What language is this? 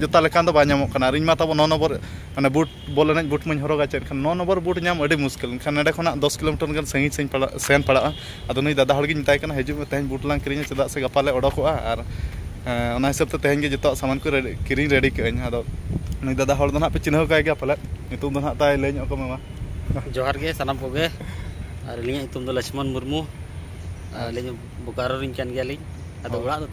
Santali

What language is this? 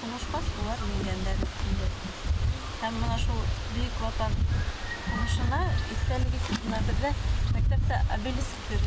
Bashkir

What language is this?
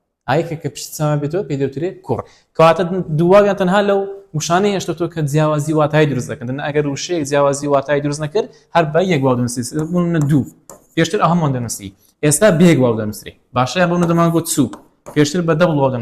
Central Kurdish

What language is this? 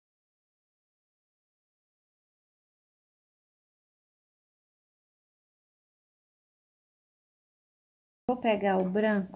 Portuguese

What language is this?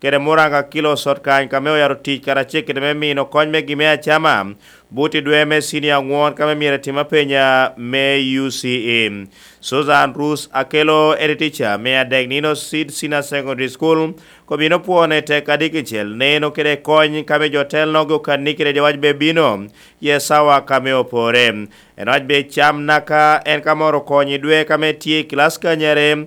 Lango (Uganda)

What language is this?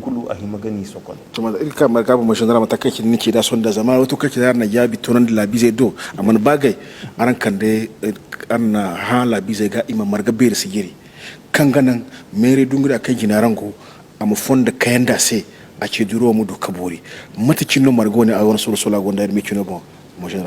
Zarma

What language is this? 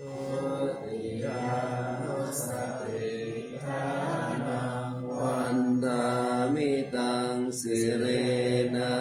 Pali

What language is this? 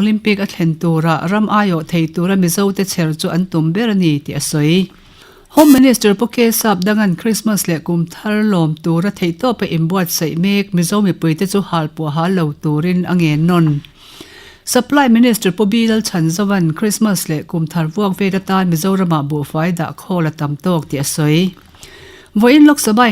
Mizo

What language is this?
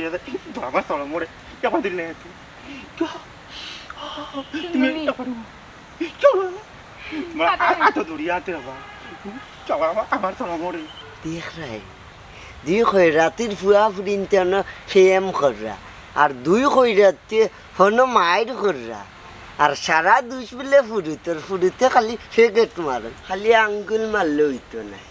Sylheti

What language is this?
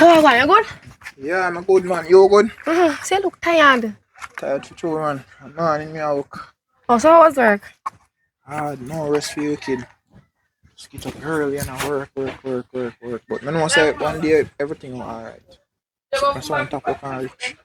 Jamaican Creole English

